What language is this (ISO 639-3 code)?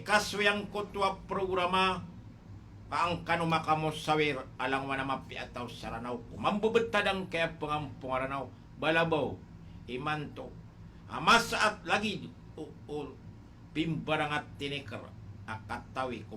mrw